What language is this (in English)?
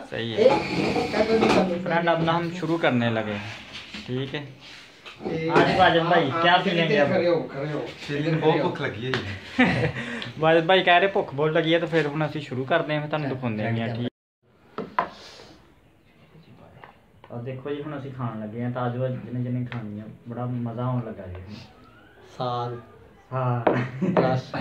Punjabi